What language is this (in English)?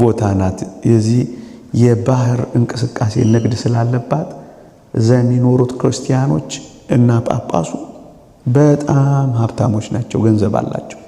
Amharic